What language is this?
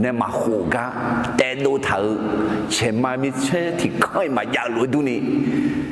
Akha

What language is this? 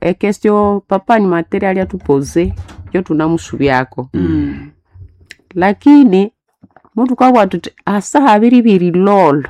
Nande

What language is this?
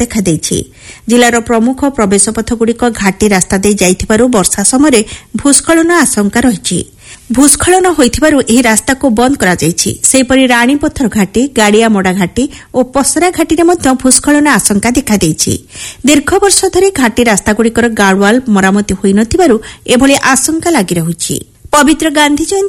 Odia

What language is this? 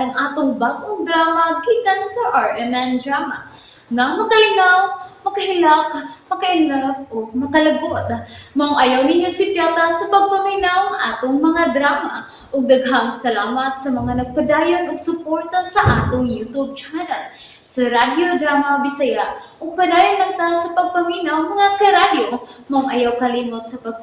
Cebuano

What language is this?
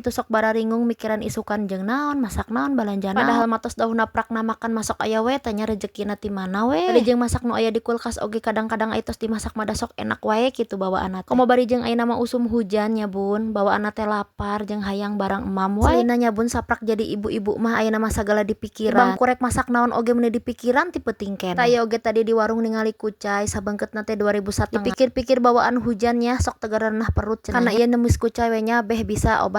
Sundanese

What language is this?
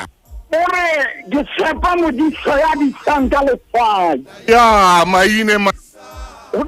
Southern Sotho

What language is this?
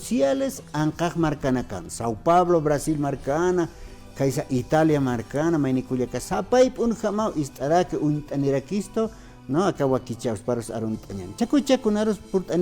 Aymara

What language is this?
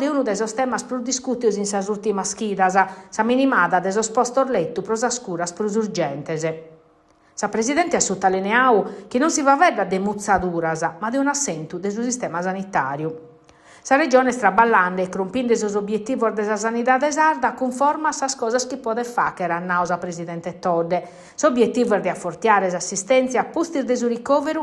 Sardinian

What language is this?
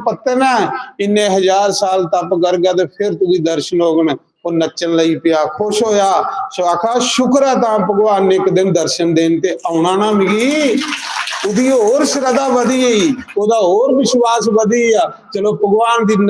Dogri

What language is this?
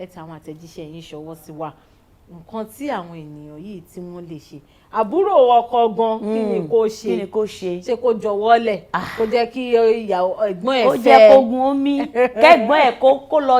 Yoruba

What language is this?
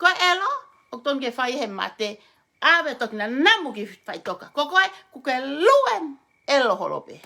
Tongan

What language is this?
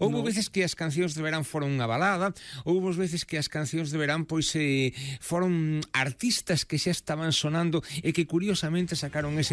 Galician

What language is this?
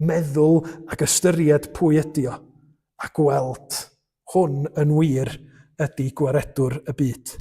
Welsh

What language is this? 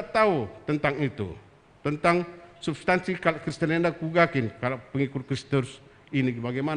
Batak Karo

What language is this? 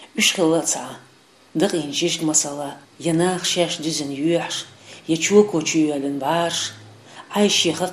Chechen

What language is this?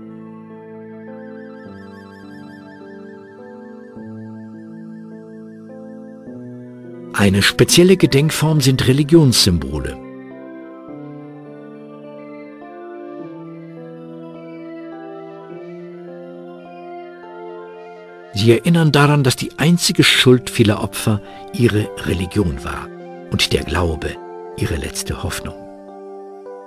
German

